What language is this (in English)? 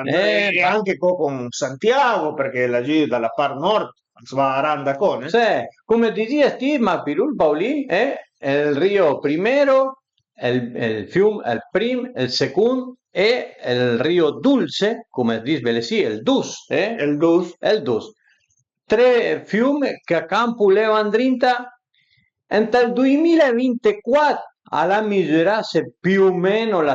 Piedmontese